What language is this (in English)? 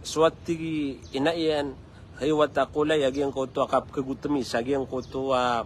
Maranao